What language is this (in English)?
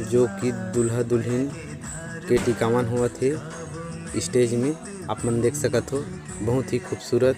Chhattisgarhi